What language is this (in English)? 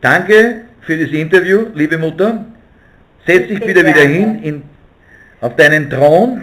Bavarian